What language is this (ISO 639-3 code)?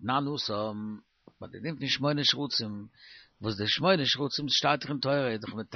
yid